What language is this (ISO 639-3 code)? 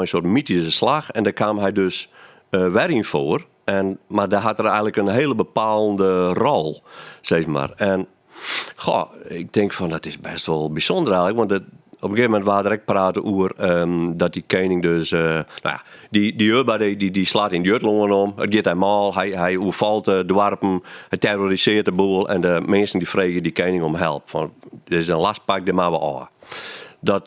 fry